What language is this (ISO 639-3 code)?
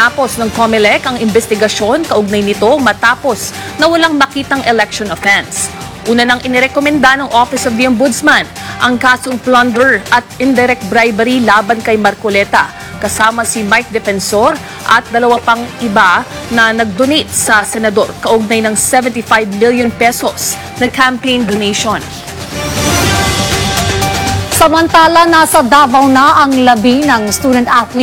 fil